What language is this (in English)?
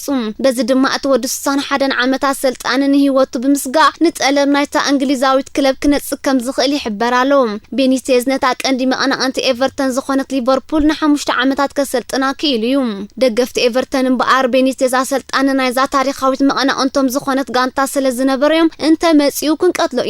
Tigrinya